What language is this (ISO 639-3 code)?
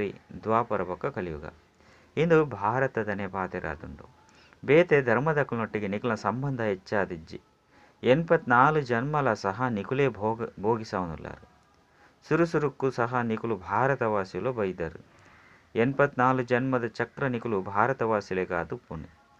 tcy